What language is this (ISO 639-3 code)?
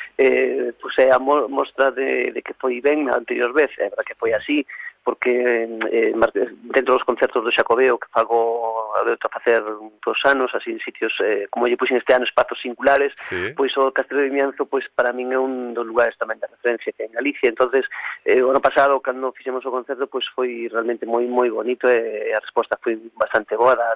glg